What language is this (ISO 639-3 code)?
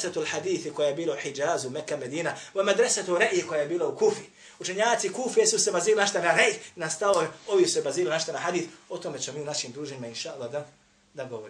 bos